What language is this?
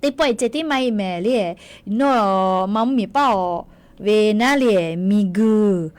Lahu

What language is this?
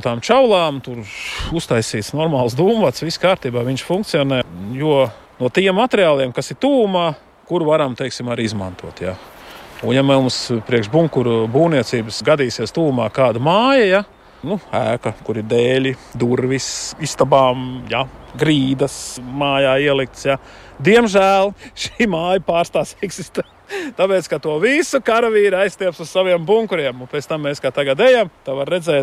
Latvian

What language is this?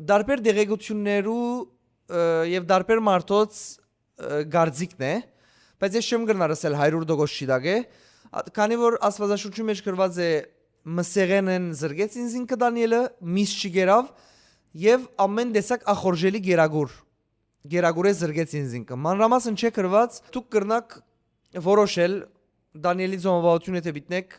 Western Armenian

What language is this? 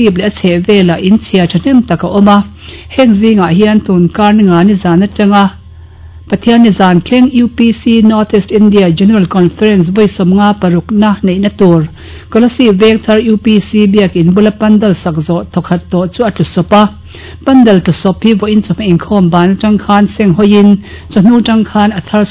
Mizo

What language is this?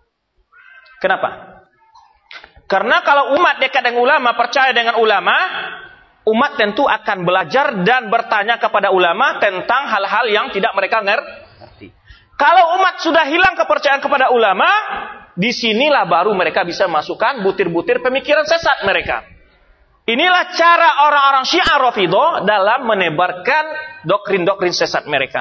Indonesian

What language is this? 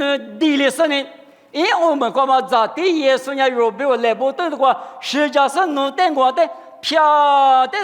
Lisu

